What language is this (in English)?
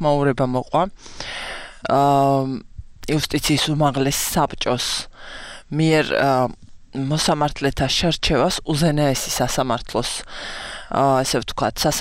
Georgian